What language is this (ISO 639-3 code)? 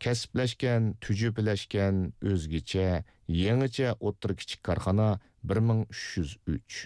uig